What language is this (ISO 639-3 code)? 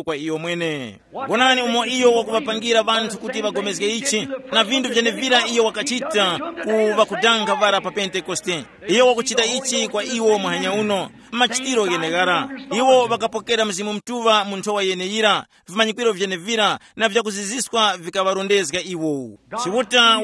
tum